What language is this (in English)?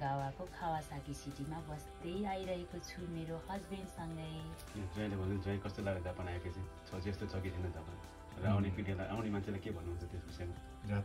Nepali